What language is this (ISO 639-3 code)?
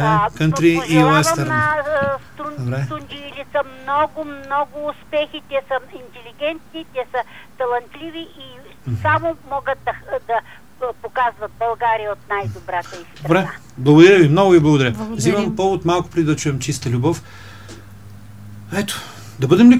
bul